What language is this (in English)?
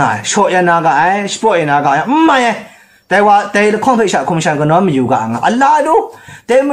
Kachin